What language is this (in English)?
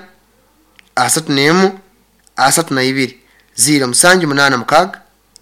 Nyoro